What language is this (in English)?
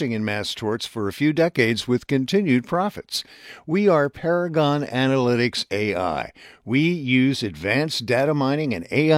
English